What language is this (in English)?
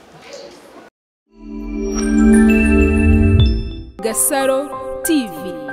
Kinyarwanda